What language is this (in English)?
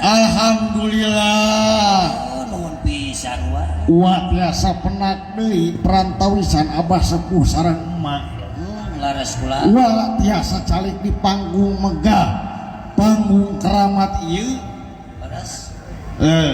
Sundanese